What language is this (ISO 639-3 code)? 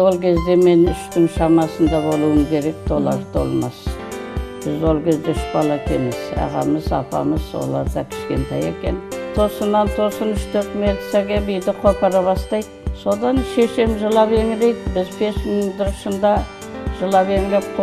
kaz